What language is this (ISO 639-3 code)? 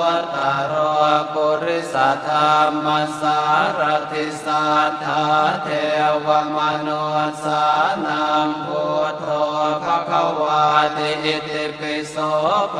pli